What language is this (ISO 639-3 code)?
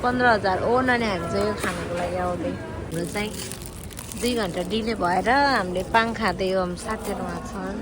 nep